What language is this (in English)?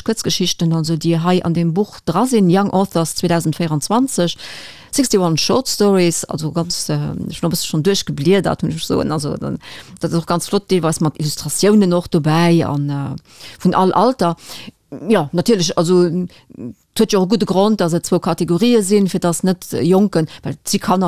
Luxembourgish